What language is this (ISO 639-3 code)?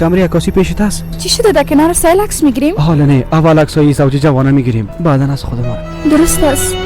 fas